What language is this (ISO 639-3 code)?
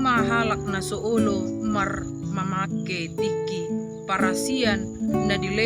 bbc